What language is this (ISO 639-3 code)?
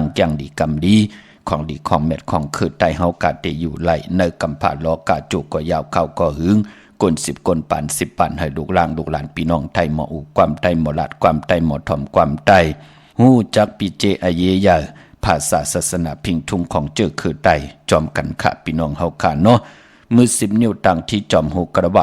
shn